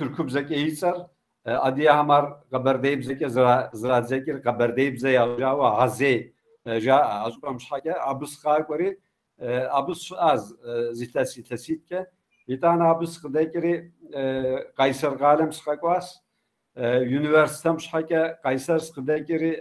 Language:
Kabardian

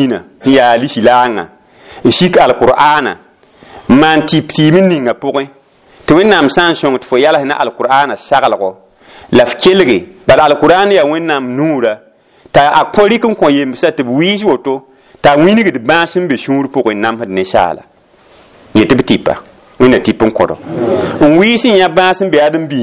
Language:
Mossi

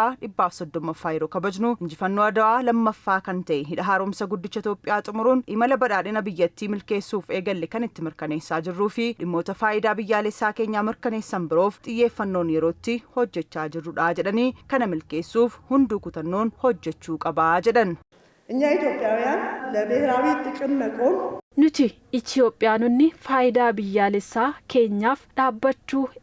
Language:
Oromo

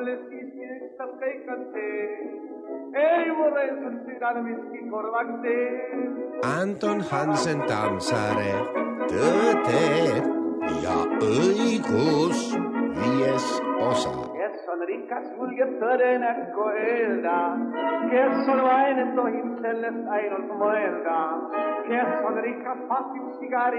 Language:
Estonian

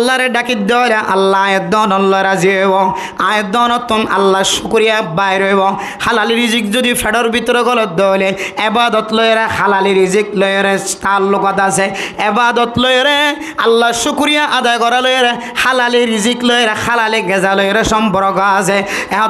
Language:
Rohingya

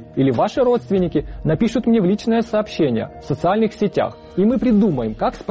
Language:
Russian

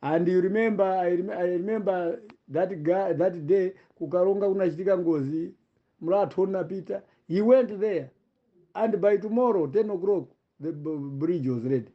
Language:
Nyanja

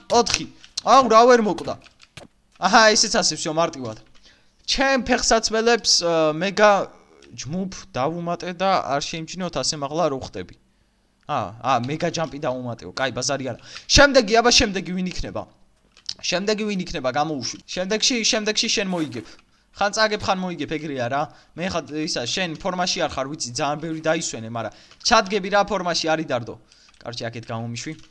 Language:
Georgian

